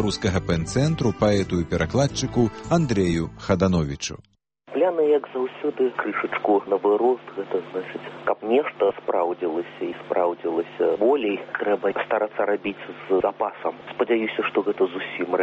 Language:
Belarusian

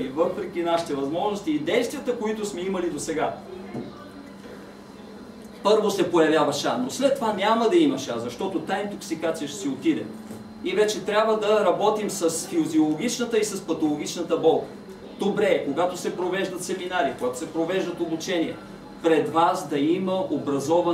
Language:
Bulgarian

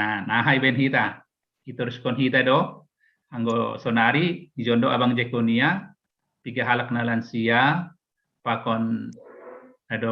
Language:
Batak Simalungun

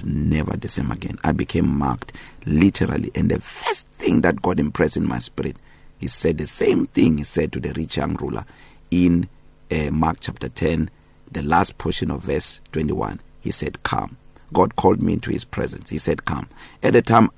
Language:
English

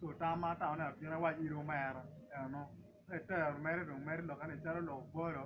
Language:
Acoli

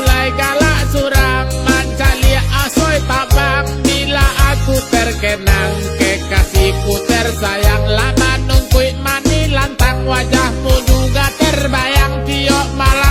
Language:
Minangkabau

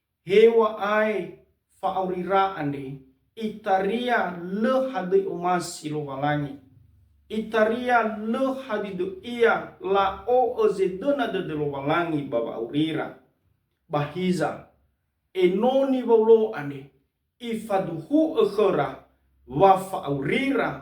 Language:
Nias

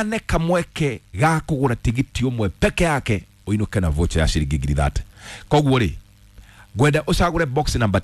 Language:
Kikuyu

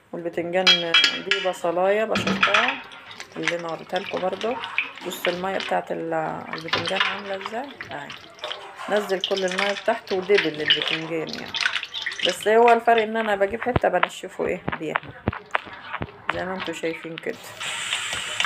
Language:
Egyptian Arabic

